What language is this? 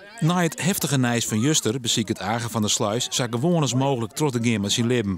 Western Frisian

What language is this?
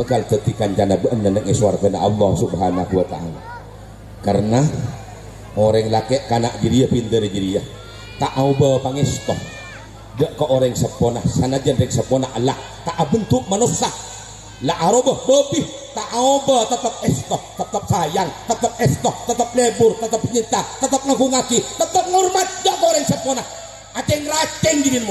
Madurese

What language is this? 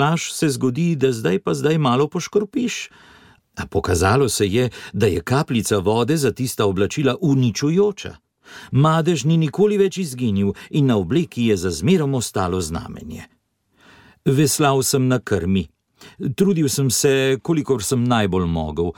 Slovenian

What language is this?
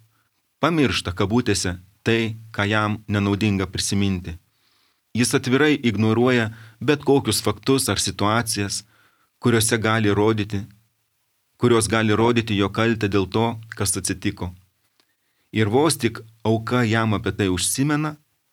Lithuanian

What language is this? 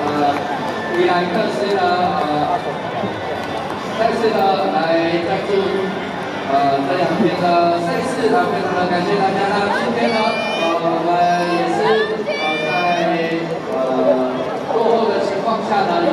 Chinese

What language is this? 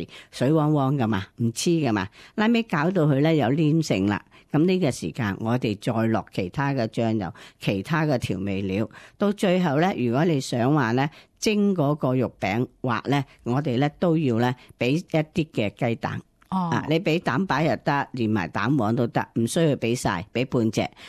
Cantonese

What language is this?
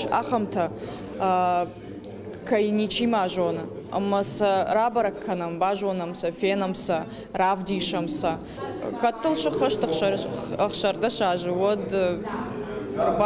Ossetic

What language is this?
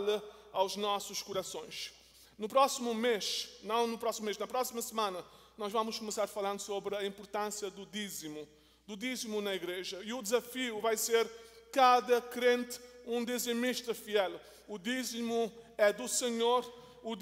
Portuguese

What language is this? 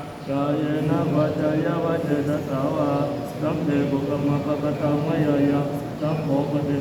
Pali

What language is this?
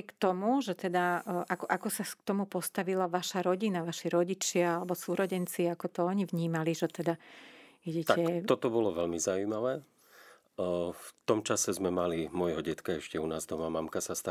Slovak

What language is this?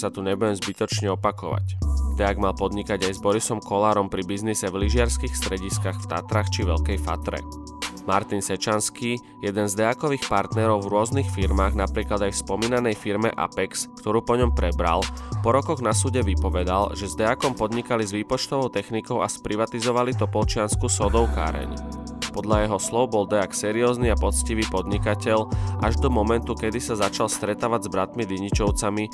Slovak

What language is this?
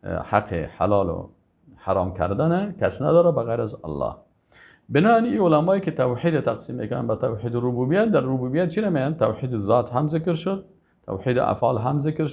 Persian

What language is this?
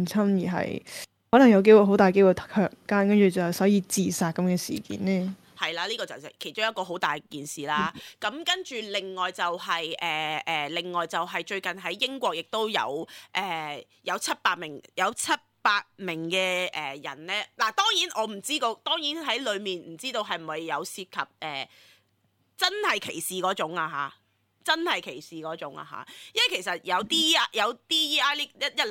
Cantonese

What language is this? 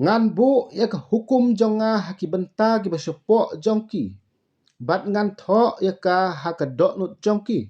Khasi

